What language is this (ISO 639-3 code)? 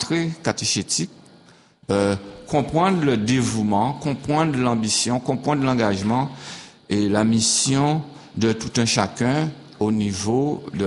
fra